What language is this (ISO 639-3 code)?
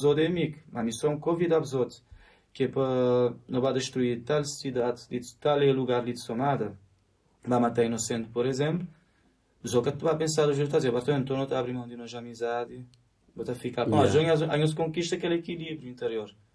kea